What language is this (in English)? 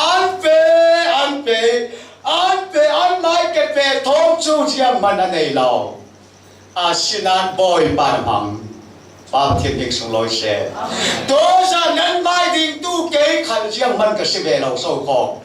Falam Chin